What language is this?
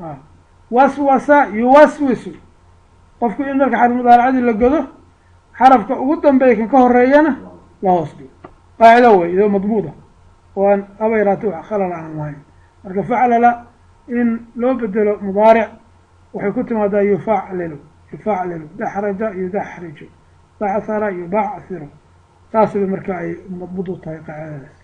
Somali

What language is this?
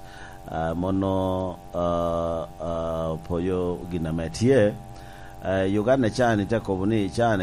Lango (Uganda)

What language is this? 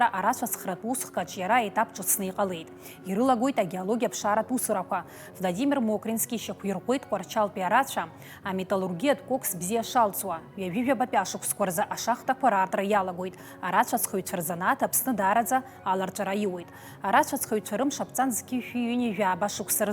Abkhazian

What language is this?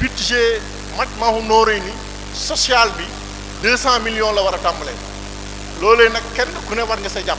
Wolof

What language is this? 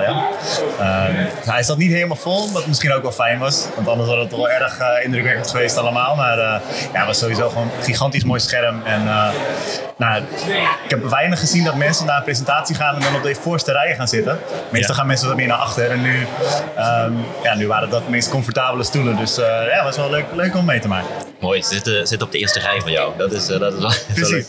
Dutch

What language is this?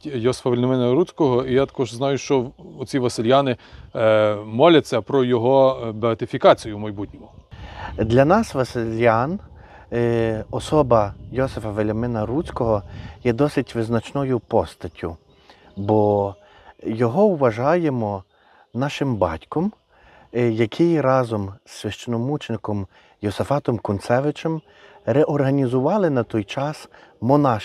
Ukrainian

